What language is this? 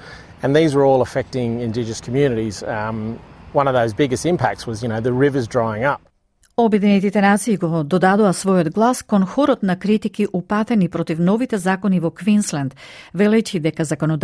Macedonian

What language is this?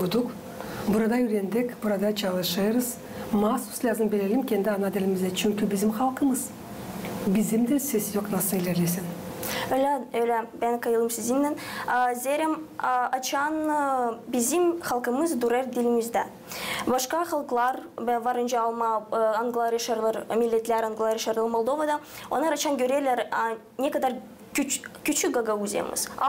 Gagauz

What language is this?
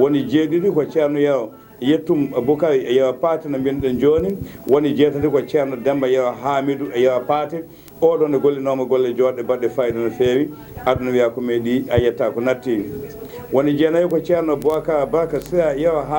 Fula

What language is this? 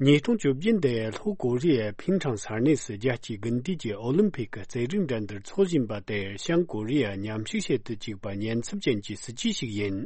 Tibetan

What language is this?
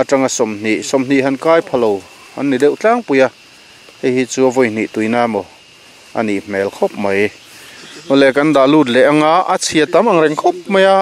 Mizo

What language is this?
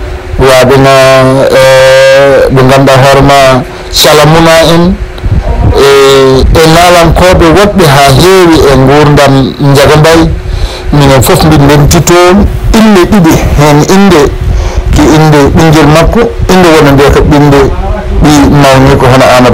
Fula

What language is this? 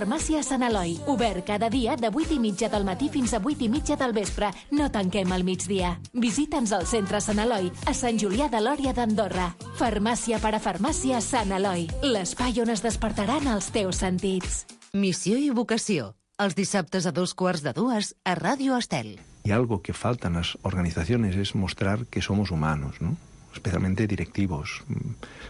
Catalan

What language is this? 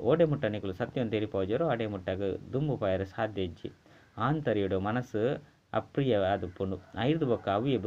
Tulu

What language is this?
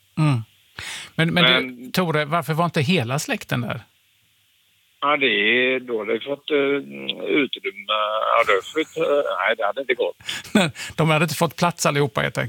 Swedish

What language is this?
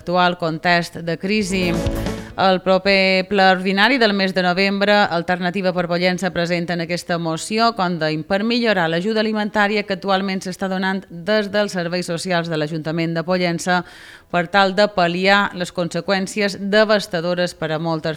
Catalan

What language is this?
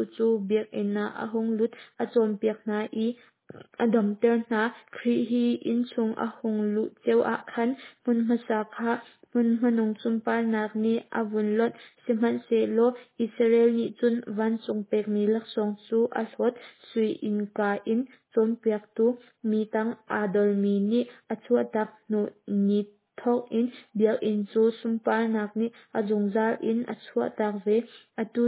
Hakha Chin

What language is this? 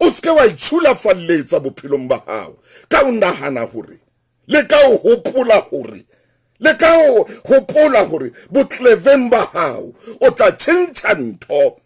Southern Sotho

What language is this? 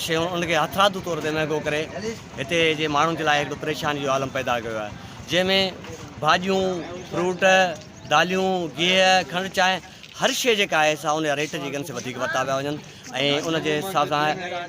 Sindhi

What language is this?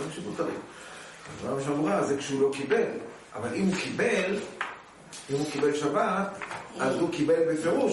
Hebrew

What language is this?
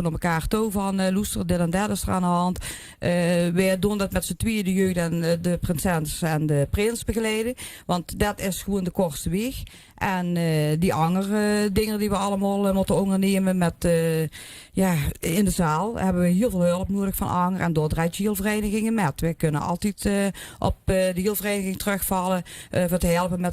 Limburgish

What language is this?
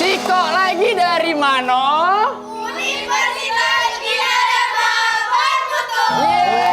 Musi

